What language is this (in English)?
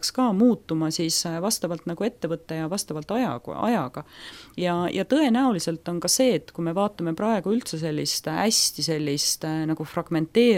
Estonian